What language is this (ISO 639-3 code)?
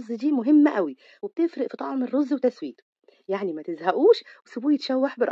arz